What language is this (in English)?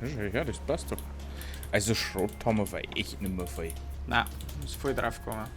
Bavarian